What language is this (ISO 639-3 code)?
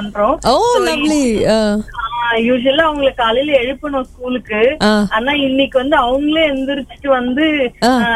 tam